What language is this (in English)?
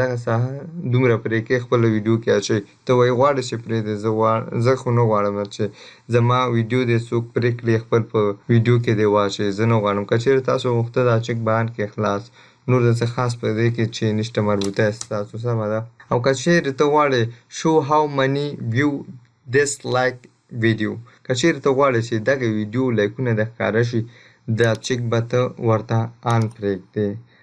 Pashto